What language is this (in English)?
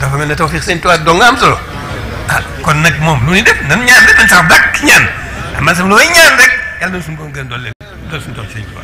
Wolof